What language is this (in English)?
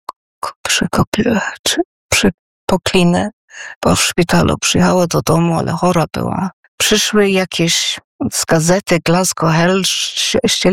Polish